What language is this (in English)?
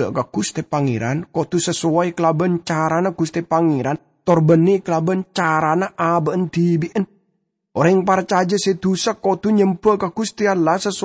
Madurese